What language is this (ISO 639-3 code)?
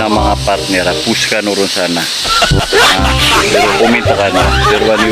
mrw